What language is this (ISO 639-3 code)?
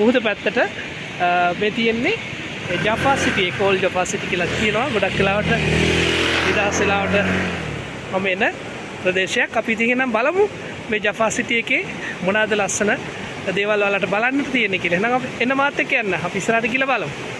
sin